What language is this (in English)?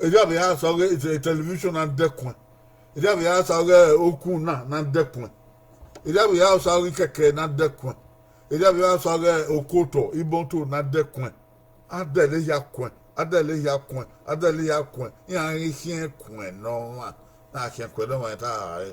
Bini